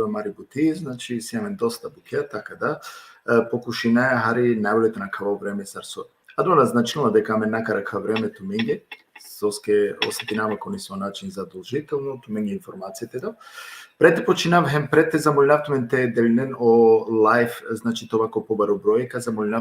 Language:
Balkan Romani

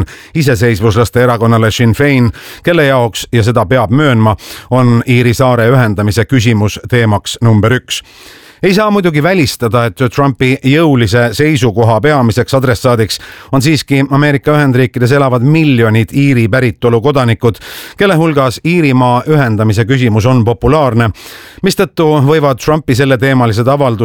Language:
Estonian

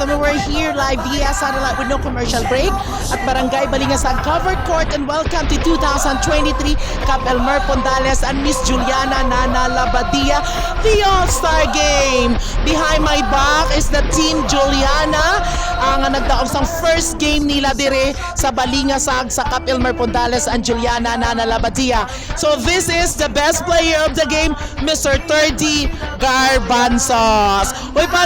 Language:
Hiligaynon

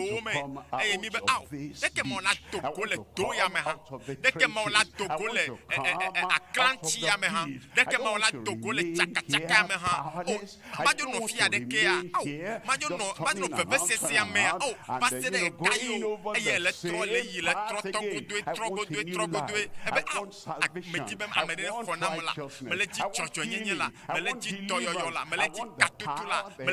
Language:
Ewe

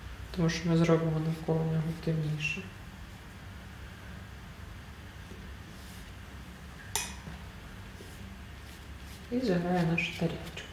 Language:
Ukrainian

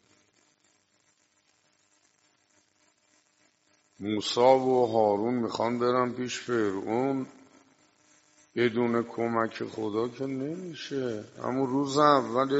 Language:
Persian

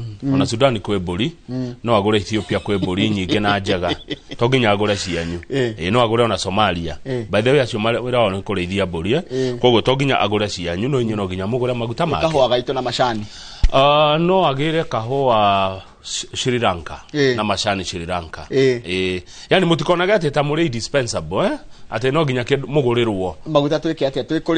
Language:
Kikuyu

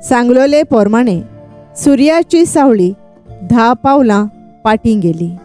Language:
Konkani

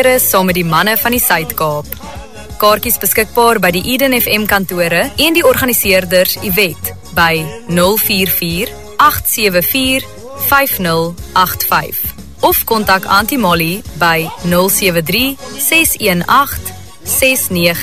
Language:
Afrikaans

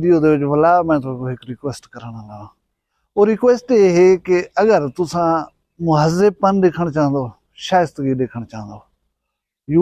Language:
Saraiki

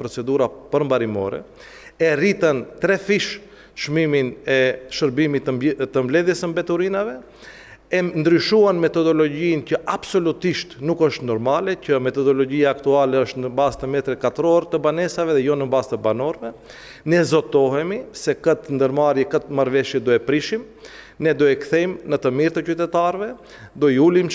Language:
Albanian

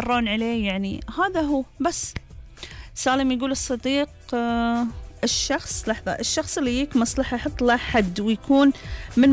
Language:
Gulf Arabic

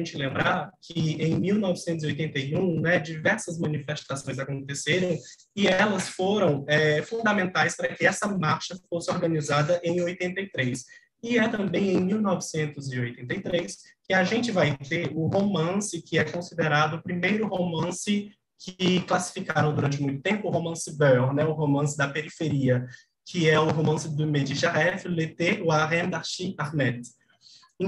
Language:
Portuguese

